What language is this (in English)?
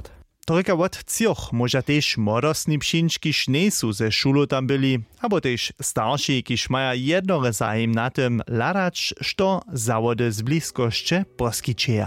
Upper Sorbian